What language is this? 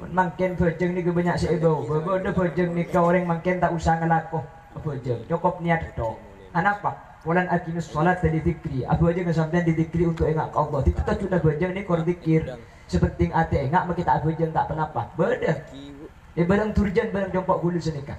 Madurese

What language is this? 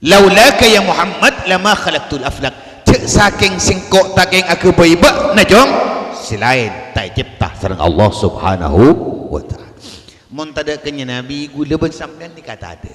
Madurese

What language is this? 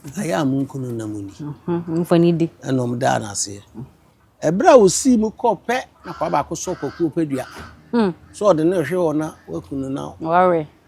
Akan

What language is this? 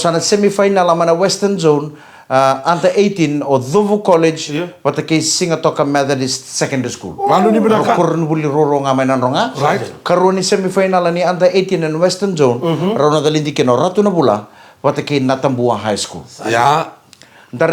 Fijian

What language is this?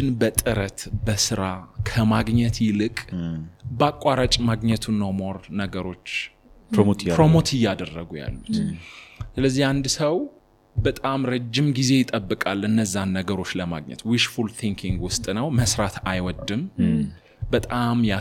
Amharic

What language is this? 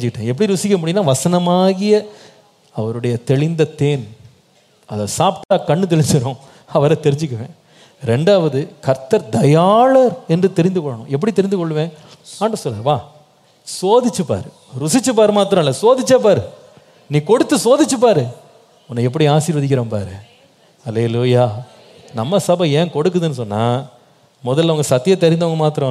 Tamil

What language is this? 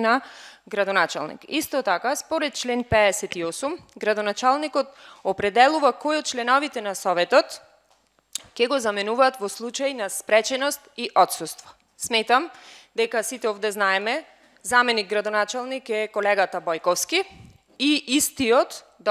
Macedonian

